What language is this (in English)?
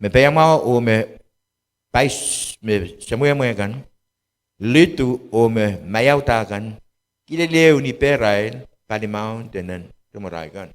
Pohnpeian